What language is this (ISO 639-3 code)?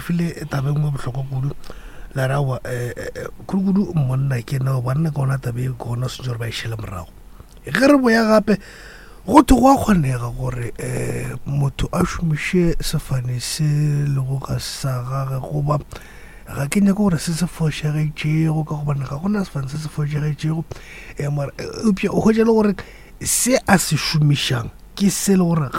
nso